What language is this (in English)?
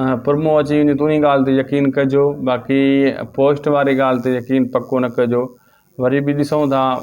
Sindhi